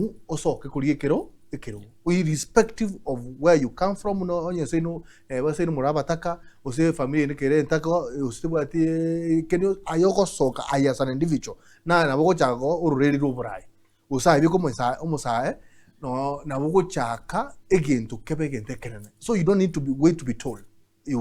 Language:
Gusii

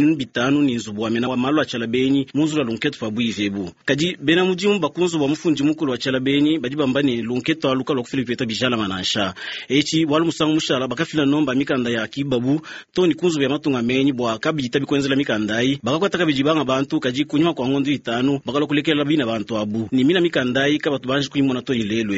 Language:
Luba-Lulua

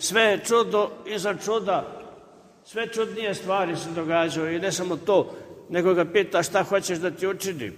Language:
Serbian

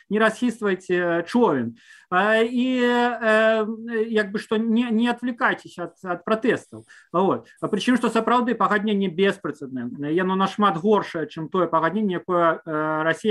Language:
Belarusian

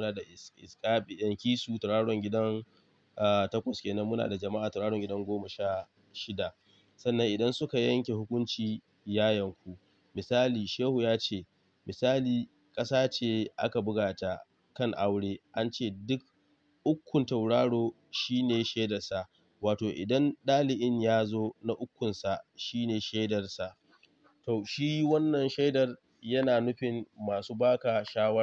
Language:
Hausa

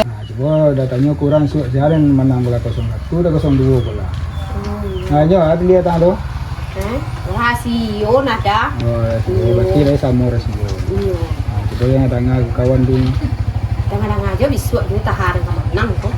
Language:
Minangkabau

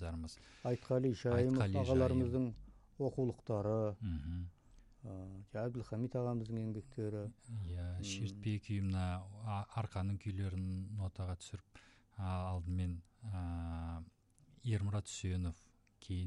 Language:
Kazakh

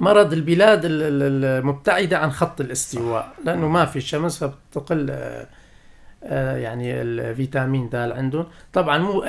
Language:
North Levantine Arabic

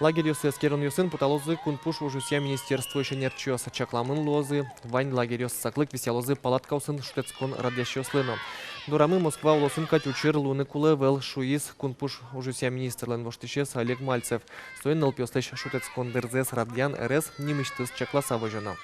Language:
Udmurt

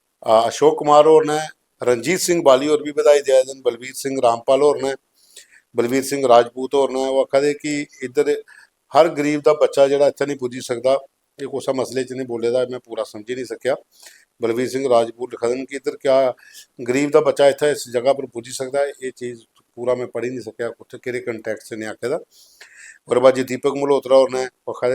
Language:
Dogri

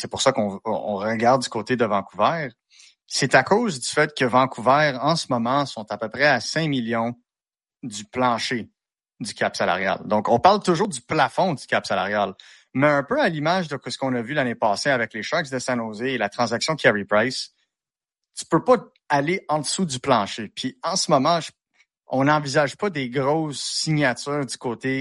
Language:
French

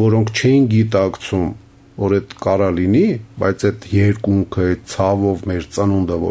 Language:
Armenian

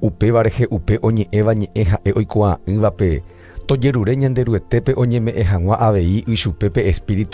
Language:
Guarani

